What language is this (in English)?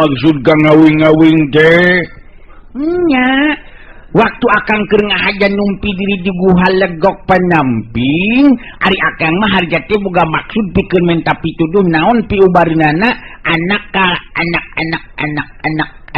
Sundanese